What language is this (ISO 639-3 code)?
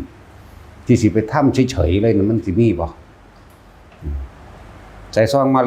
tts